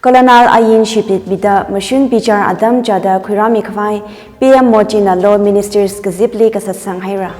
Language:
Tangkhul Naga (India)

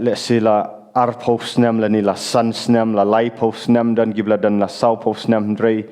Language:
Khasi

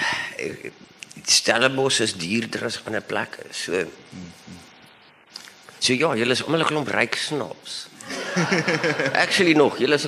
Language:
Afrikaans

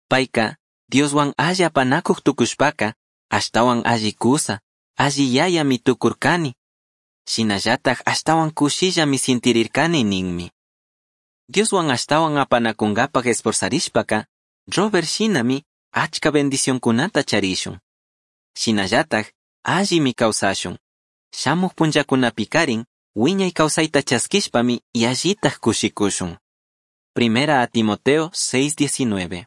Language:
Chimborazo Highland Quichua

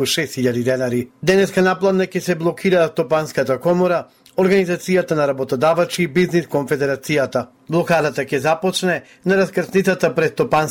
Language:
Macedonian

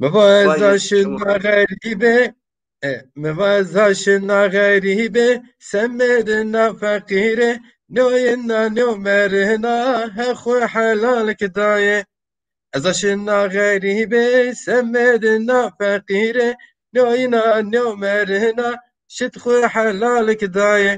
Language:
Zaza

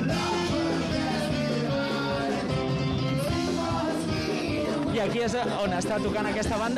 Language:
Catalan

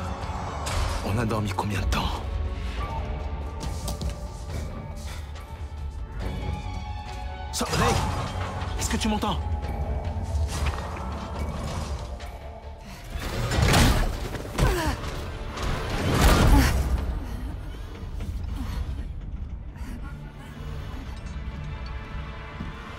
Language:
French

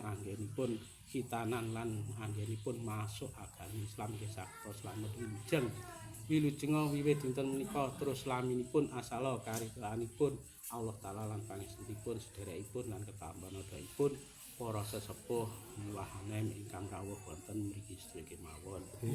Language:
Javanese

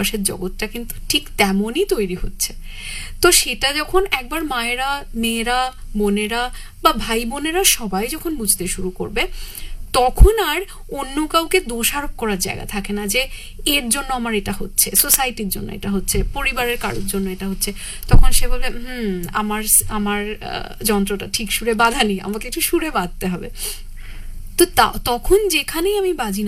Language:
Bangla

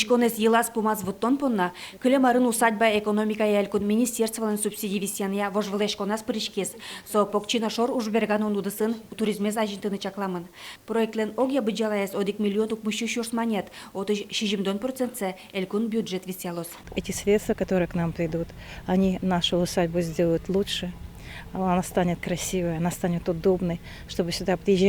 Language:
Udmurt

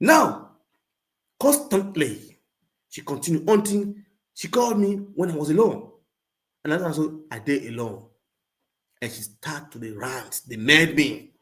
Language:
Nigerian Pidgin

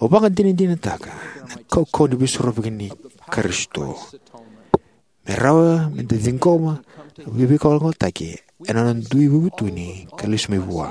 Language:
Fijian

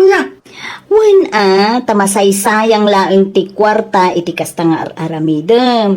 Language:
Iloko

